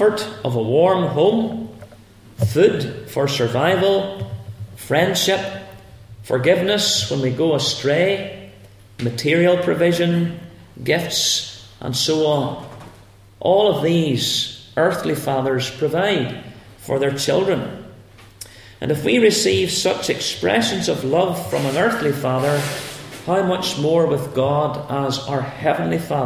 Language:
English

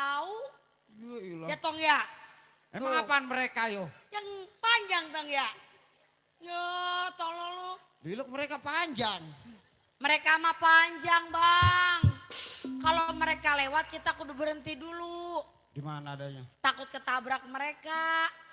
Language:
Betawi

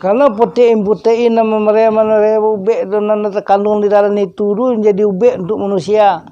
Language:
Minangkabau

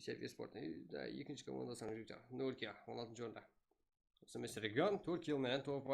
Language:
Kara-Kalpak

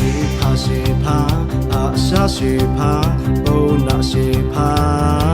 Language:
Lahu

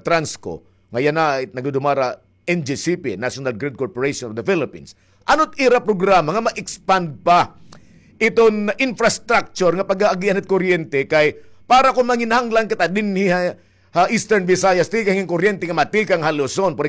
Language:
Waray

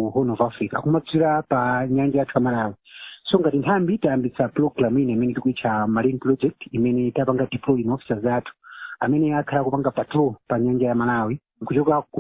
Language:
Nyanja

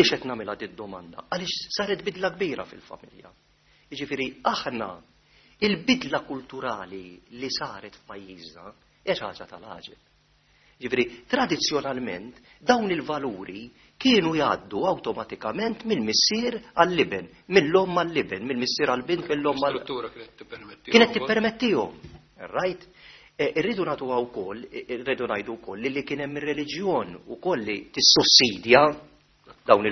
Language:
Maltese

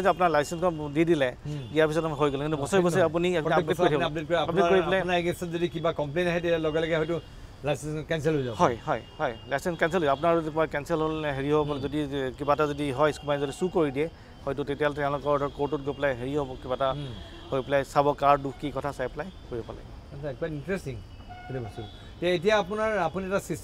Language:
Assamese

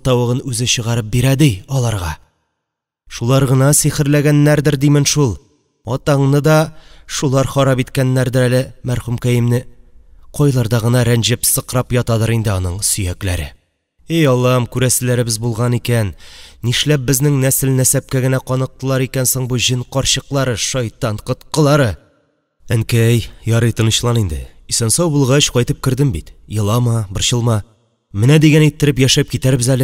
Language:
Tatar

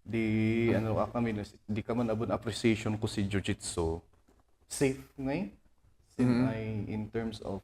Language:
Kankanaey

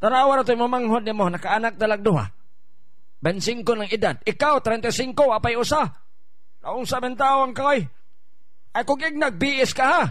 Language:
Cebuano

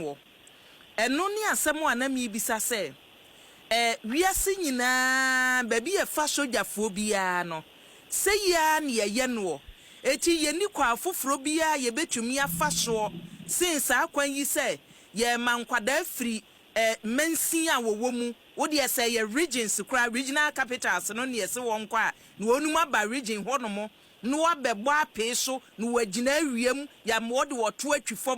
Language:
Akan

